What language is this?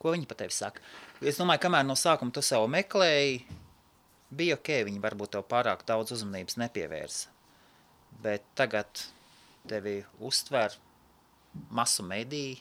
Latvian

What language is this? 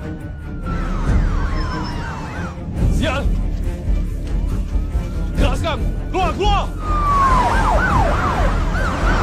Malay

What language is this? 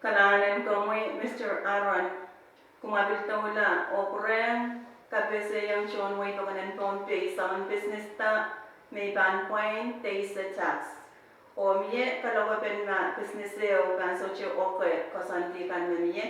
Pohnpeian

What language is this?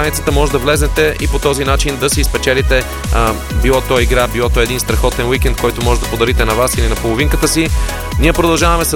Bulgarian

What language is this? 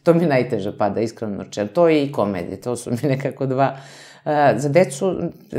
Serbian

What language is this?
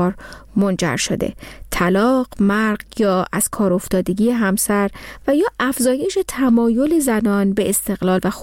Persian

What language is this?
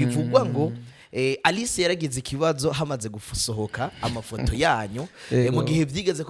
Rundi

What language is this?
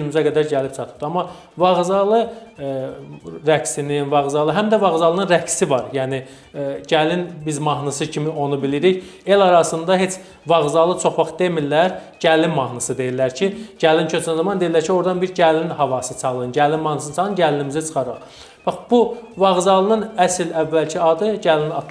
Azerbaijani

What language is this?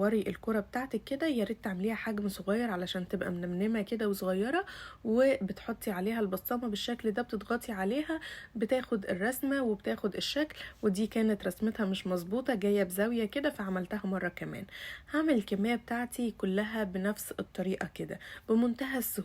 Egyptian Arabic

